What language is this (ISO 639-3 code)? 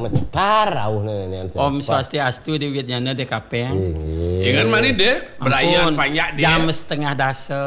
ban